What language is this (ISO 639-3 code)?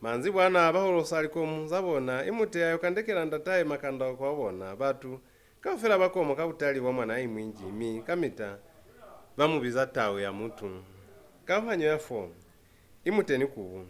loz